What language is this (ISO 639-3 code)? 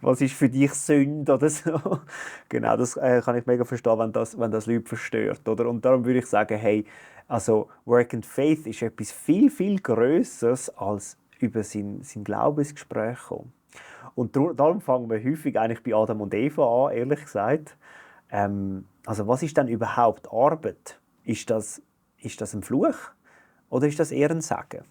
gsw